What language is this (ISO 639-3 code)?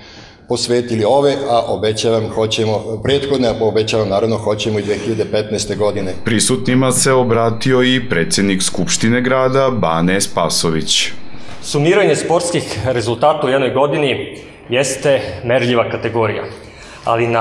srp